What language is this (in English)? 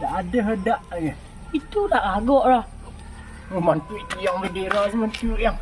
Minangkabau